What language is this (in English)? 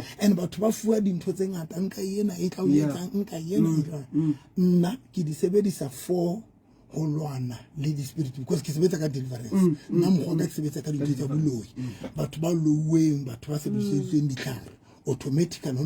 Southern Sotho